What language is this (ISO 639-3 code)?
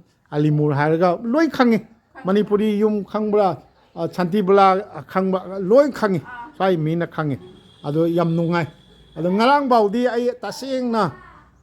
mni